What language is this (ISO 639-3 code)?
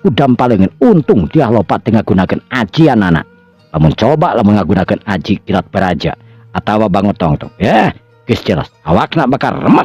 sun